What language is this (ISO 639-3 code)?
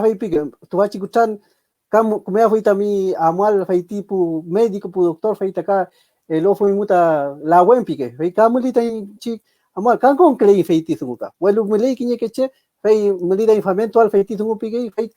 arn